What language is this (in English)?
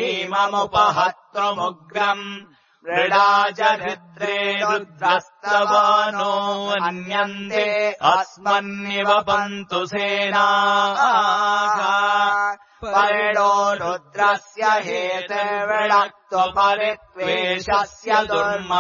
Sanskrit